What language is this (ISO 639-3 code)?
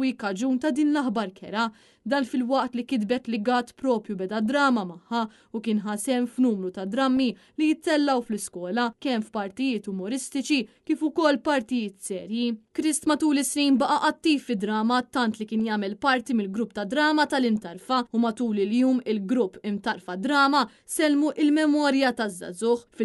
mlt